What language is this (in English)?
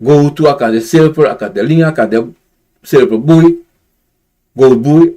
Sranan Tongo